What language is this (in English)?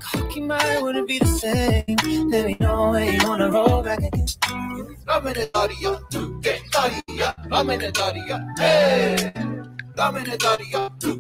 Māori